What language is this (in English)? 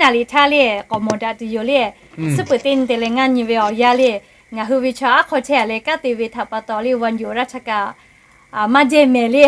Lahu